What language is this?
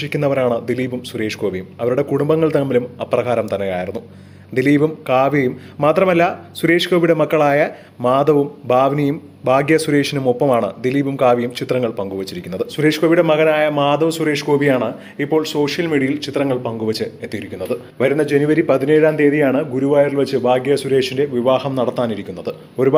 Malayalam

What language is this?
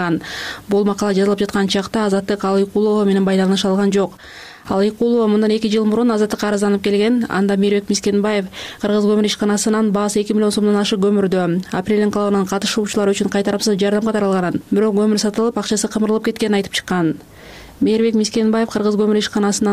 Kyrgyz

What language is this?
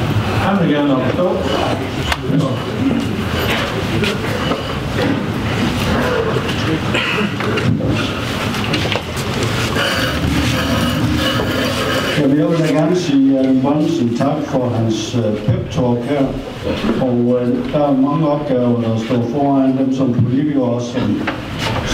Danish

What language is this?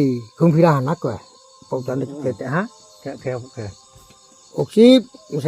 Riang (India)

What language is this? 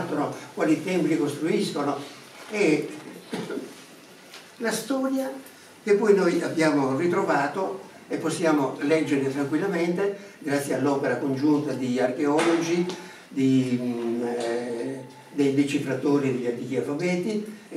Italian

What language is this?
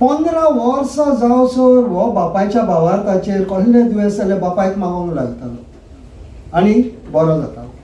Konkani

